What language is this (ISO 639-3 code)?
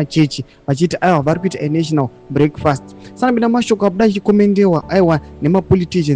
sna